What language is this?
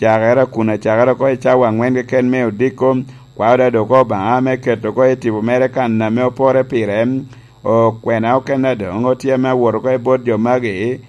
Lango (Uganda)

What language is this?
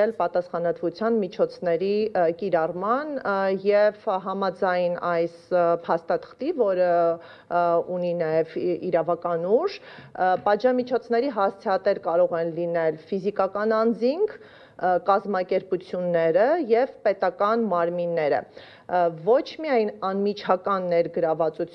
Armenian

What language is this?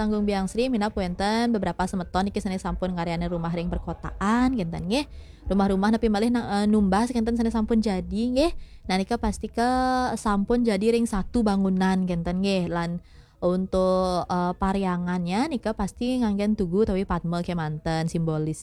Balinese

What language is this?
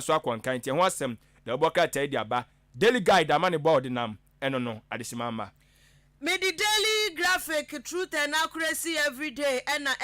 Akan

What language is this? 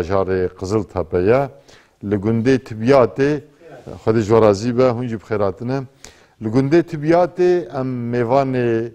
Kurdish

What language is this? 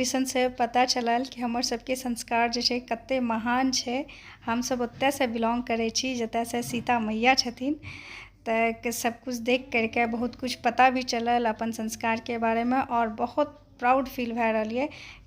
Maithili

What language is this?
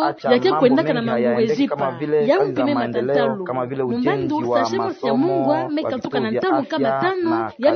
Kituba (Democratic Republic of Congo)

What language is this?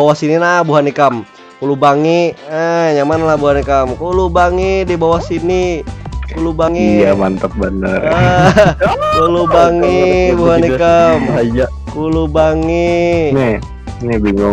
Banjar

